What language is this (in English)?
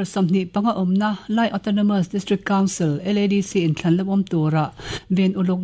Mizo